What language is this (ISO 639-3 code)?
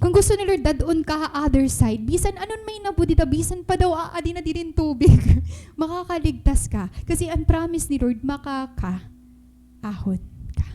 war